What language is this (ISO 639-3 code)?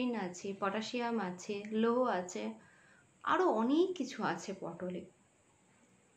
ben